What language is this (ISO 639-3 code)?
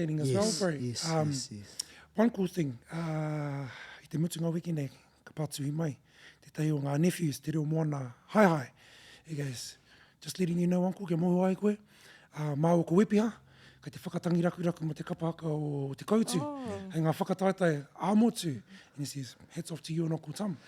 mri